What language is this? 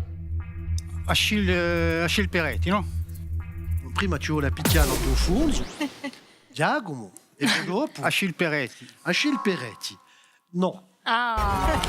Corsican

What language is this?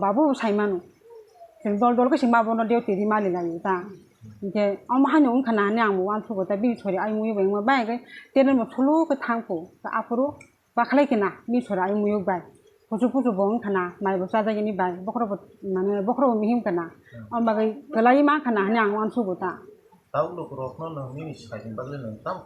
Kok Borok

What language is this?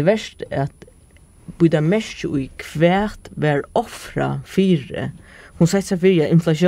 Faroese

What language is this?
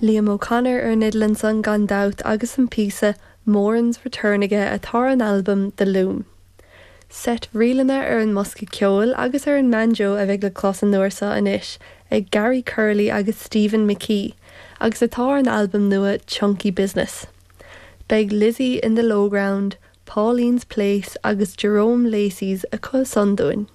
Irish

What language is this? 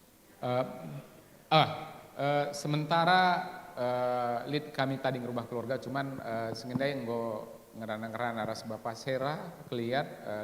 Batak Karo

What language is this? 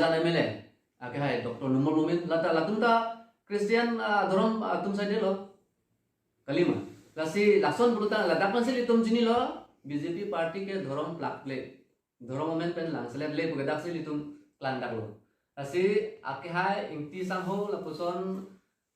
Karbi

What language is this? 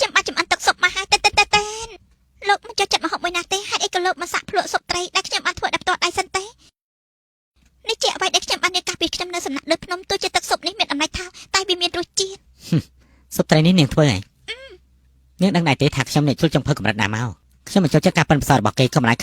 Khmer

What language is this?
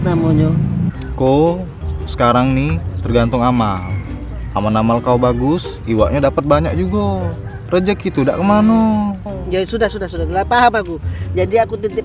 Musi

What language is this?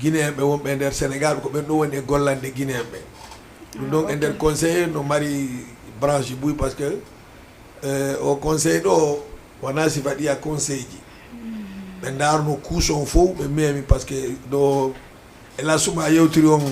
Fula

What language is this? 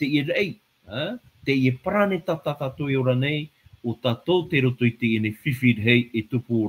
Tahitian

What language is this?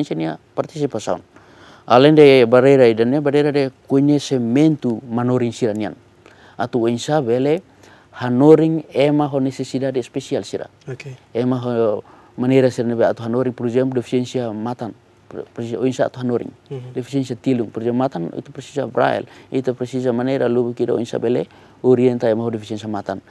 Tetum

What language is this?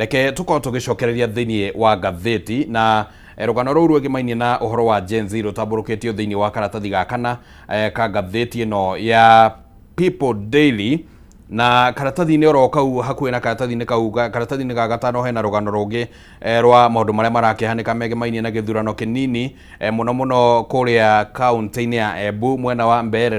Kikuyu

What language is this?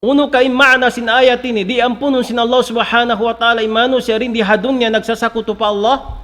Tausug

